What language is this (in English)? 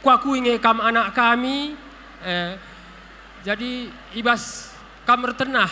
Batak Karo